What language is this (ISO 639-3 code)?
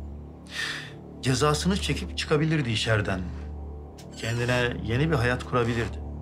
tur